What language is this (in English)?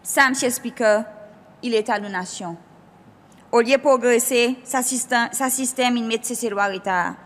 Seselwa Creole French